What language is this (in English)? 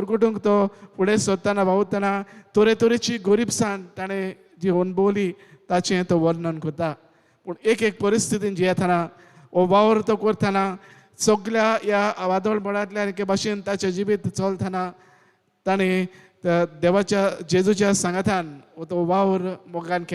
Konkani